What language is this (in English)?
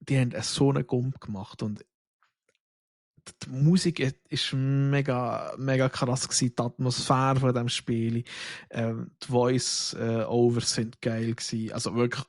Swiss German